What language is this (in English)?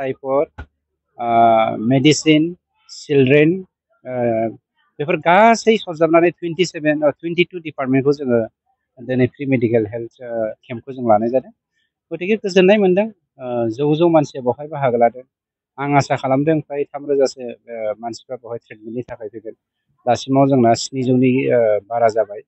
Bodo